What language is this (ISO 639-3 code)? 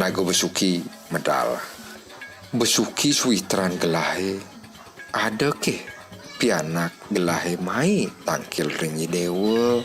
ban